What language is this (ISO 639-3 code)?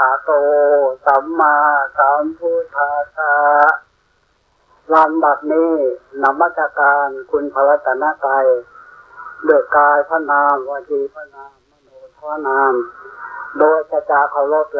tha